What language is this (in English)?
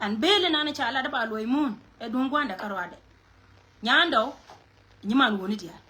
Nuer